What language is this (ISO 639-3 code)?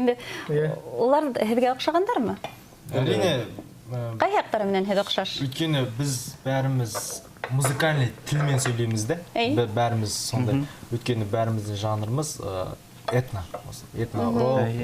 bak